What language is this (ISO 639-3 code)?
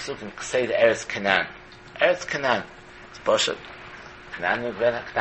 yid